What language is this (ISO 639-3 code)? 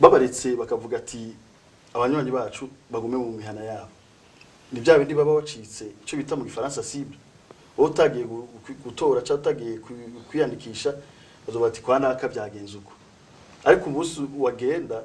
run